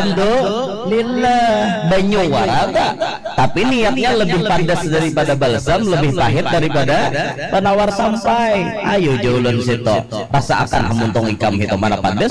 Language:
Banjar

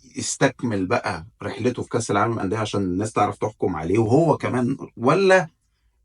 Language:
Egyptian Arabic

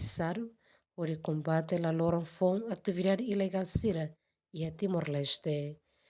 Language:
Tetum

